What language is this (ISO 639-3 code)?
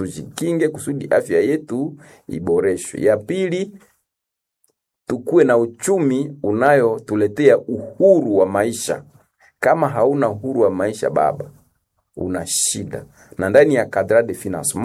swa